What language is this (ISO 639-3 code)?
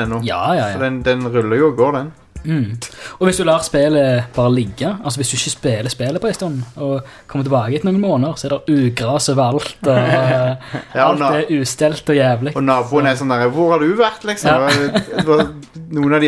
nor